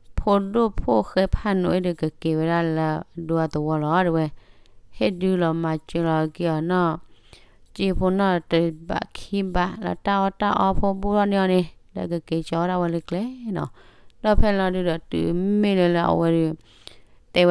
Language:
S'gaw Karen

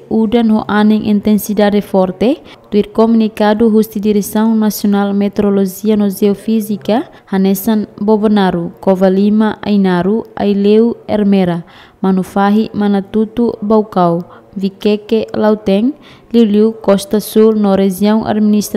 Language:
Tetum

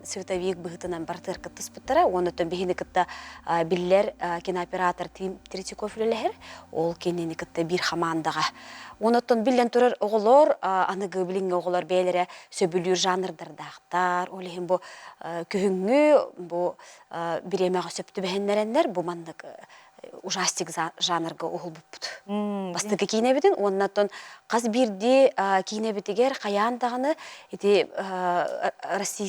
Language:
Yakut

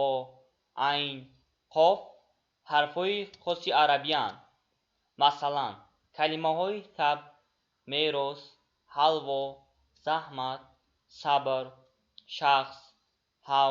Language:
Tajik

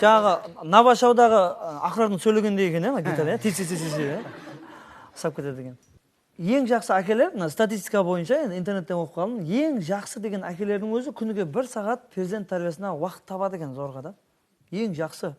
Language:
Kara-Kalpak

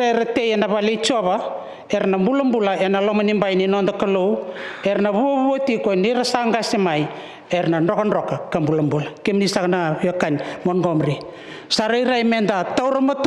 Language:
Fijian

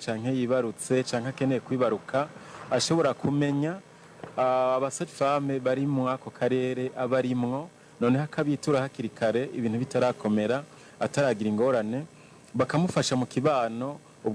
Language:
Rundi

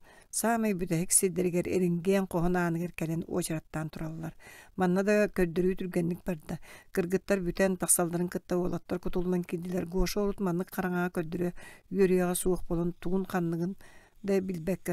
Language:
Yakut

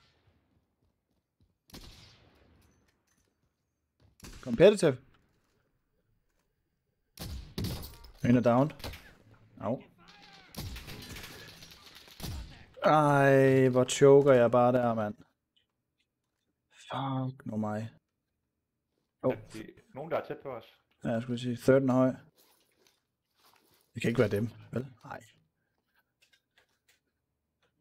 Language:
Danish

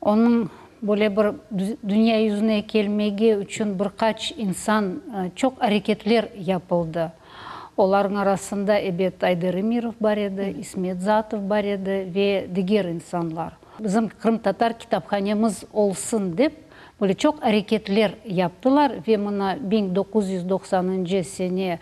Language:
Crimean Tatar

